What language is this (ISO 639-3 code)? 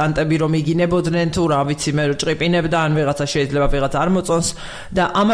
kat